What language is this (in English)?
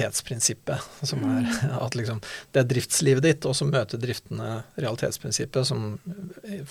Norwegian